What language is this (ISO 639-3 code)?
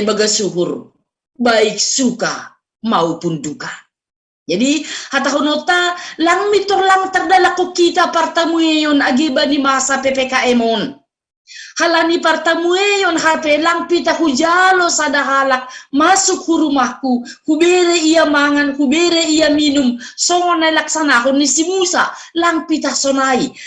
bts